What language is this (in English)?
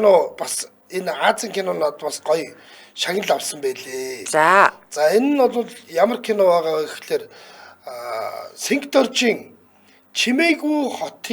Mongolian